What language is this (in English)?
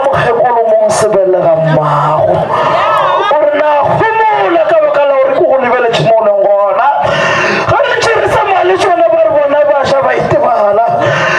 Northern Sotho